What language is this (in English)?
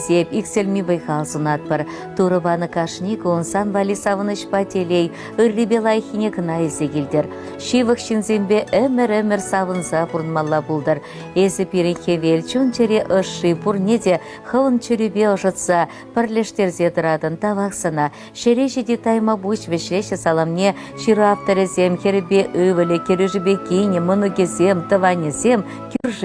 Chuvash